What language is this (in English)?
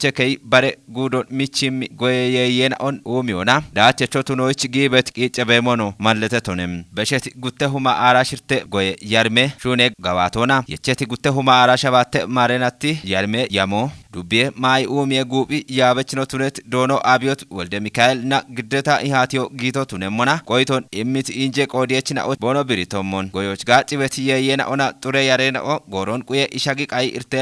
Kafa